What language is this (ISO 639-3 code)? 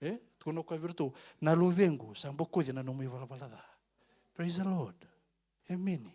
fij